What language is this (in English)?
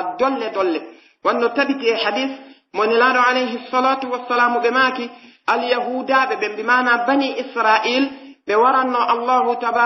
Pular